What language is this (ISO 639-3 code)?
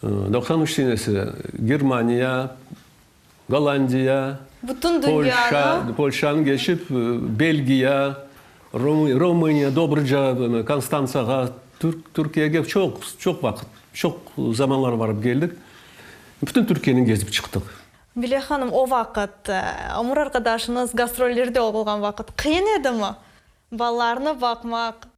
crh